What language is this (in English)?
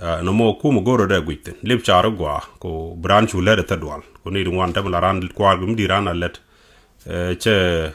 Nuer